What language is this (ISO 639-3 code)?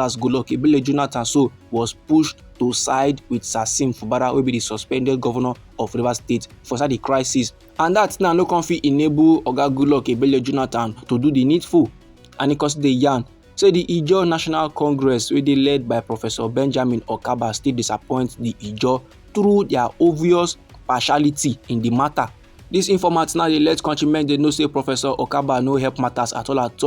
pcm